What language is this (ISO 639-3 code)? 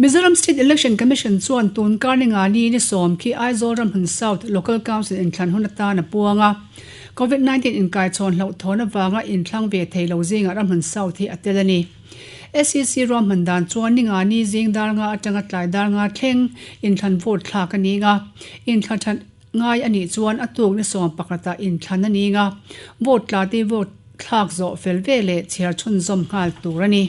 lus